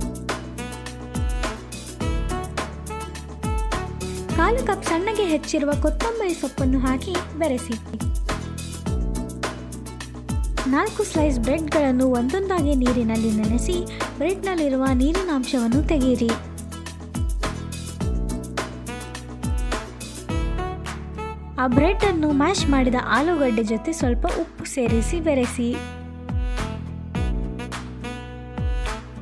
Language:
Kannada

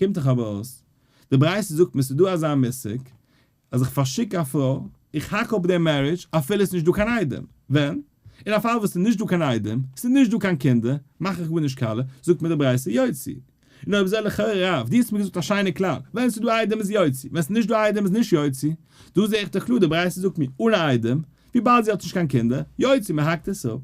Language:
Yiddish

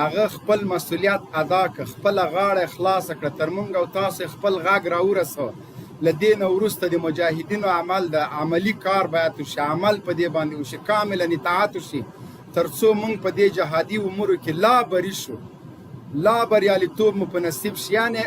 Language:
Pashto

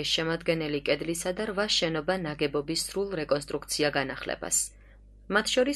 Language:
Georgian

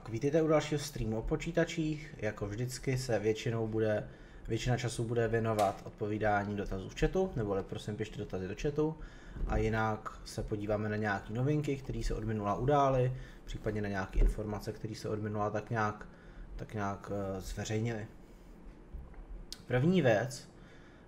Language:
Czech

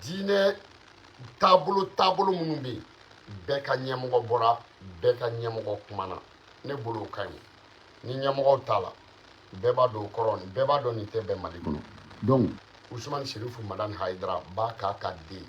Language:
Bambara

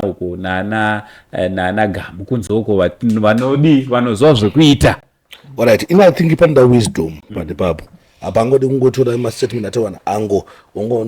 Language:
Shona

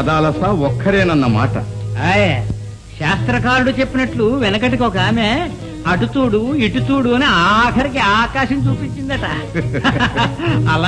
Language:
Telugu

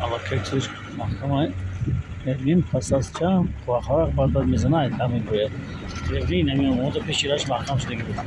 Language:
Tajik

